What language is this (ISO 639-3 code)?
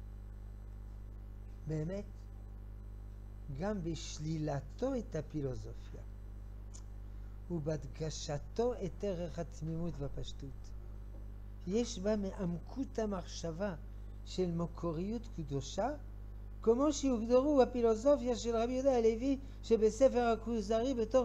heb